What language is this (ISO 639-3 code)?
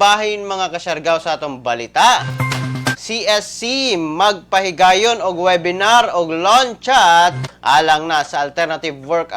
ceb